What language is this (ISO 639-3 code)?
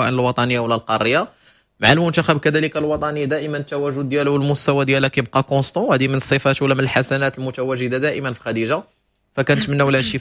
ary